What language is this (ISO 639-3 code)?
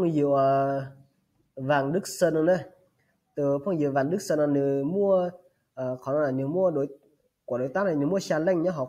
hmn